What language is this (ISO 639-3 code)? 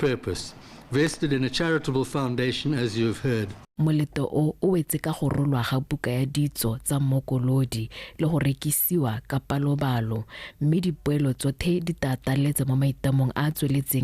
tsn